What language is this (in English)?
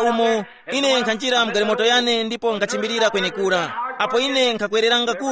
Tumbuka